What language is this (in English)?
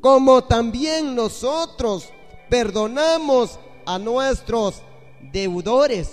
San Pedro Amuzgos Amuzgo